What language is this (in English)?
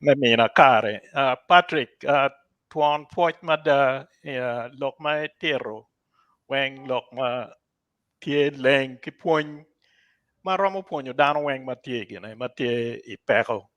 Acoli